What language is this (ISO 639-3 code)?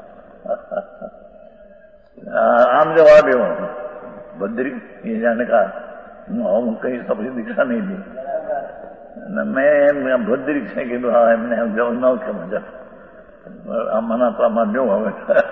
guj